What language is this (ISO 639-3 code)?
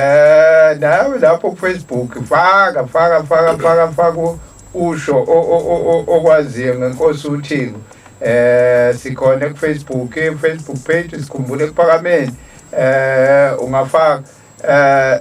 zul